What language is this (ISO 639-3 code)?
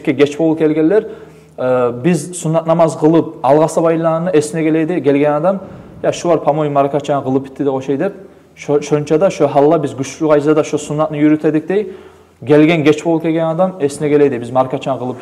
kum